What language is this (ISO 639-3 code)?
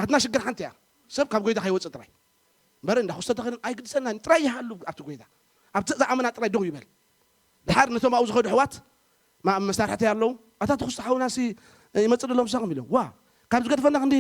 tir